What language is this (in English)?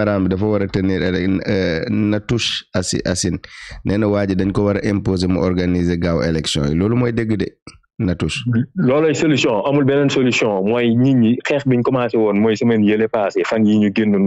Wolof